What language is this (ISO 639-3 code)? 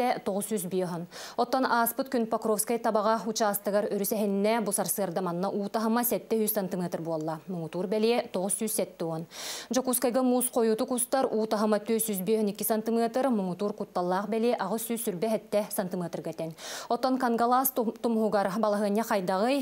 sah